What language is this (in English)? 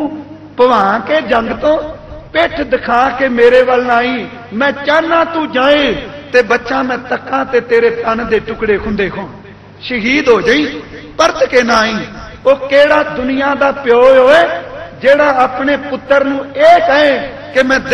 Punjabi